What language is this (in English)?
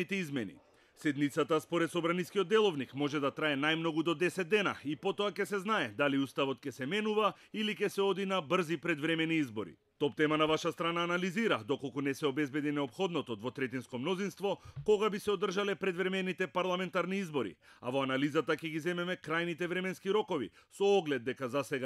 Macedonian